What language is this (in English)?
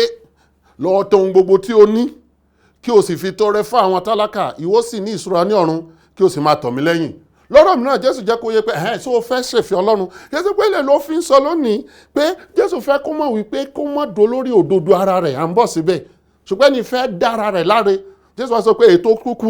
Yoruba